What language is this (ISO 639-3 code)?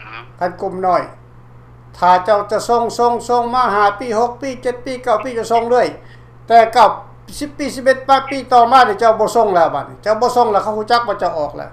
lao